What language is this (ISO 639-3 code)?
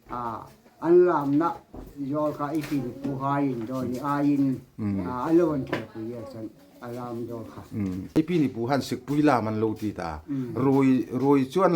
hmr